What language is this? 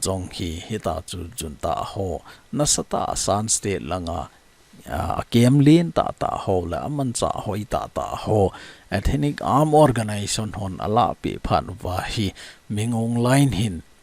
Thado Chin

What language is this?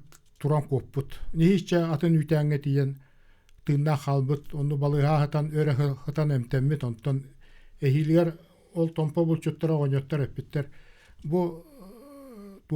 Yakut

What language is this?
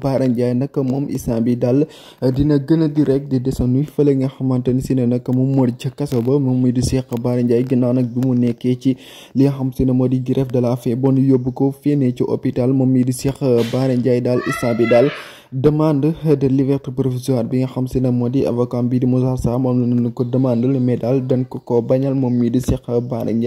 Wolof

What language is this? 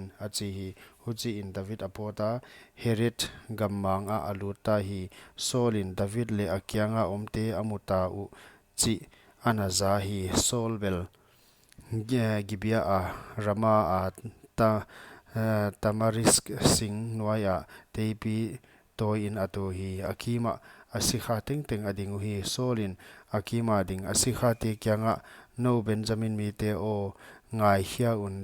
Paite Chin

